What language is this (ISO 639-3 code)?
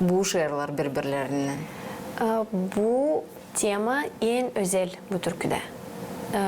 gag